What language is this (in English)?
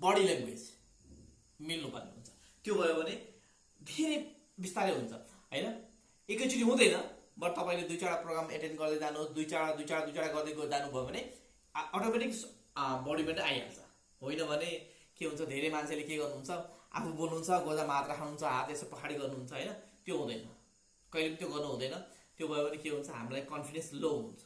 Nepali